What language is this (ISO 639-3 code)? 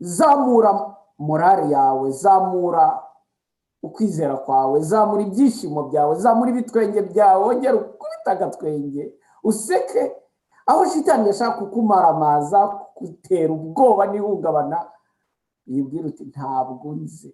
kin